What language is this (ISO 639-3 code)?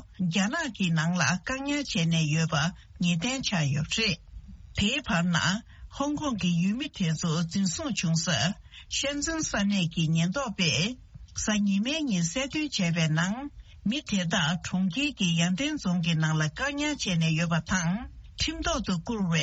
bod